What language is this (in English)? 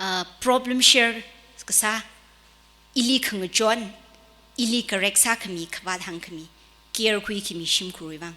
Tangkhul Naga (India)